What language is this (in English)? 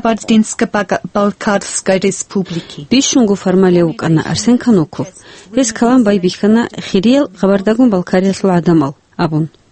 Avaric